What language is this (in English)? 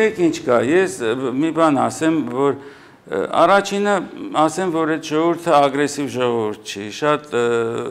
Armenian